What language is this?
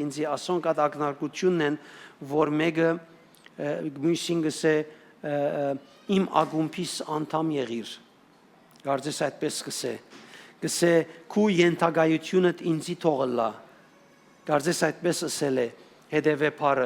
Western Armenian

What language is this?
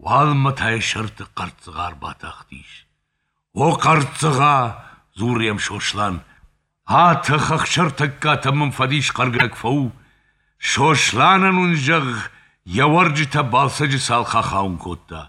Ossetic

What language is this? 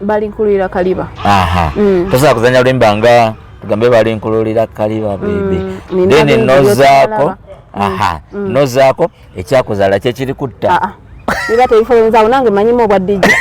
Ganda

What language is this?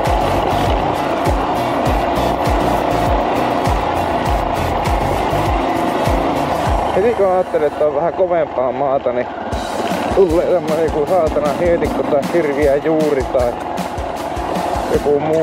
Finnish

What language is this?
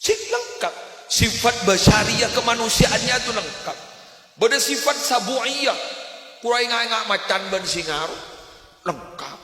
Madurese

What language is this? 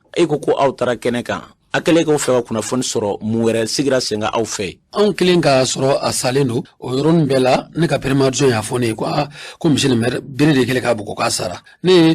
Bambara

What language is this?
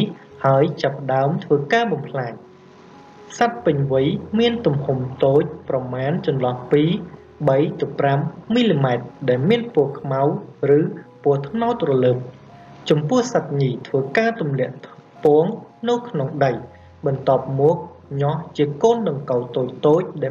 Khmer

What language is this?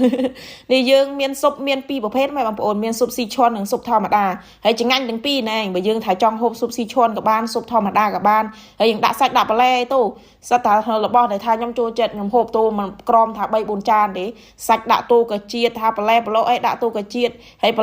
Khmer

